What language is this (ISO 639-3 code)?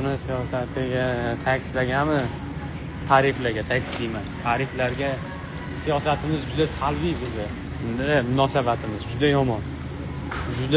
uzb